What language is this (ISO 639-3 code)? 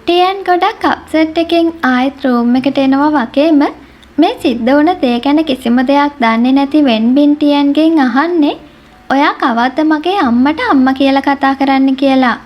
sin